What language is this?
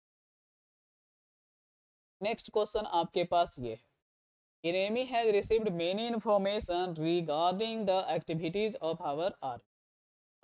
Hindi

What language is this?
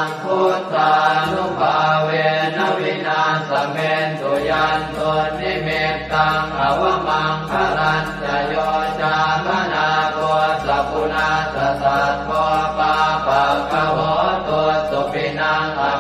Pali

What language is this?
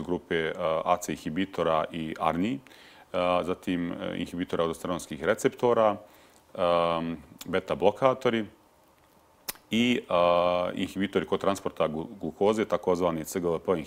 Bosnian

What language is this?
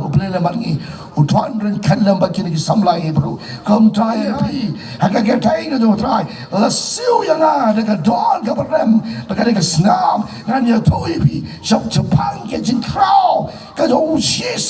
Khasi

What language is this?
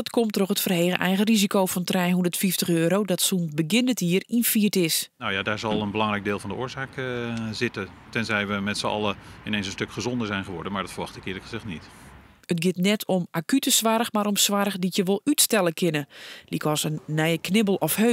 Western Frisian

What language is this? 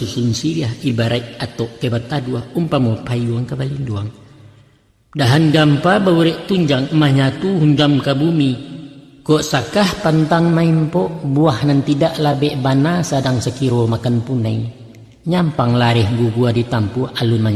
Minangkabau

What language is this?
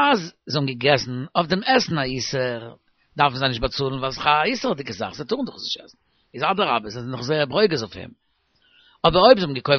Yiddish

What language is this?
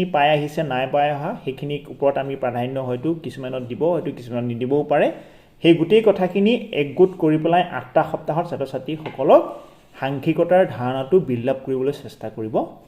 Assamese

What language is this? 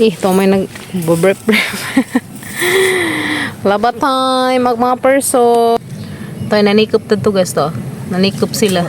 Cebuano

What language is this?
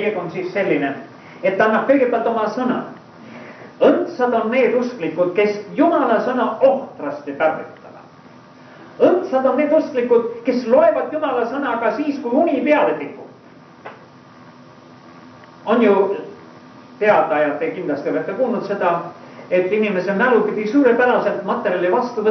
Estonian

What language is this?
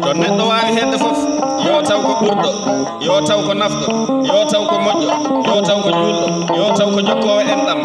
Fula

